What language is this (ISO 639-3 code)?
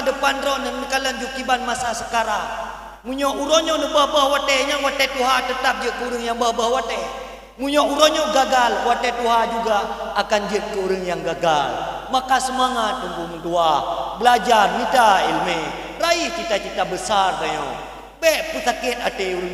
ace